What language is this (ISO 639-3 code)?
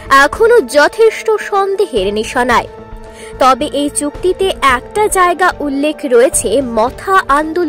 ben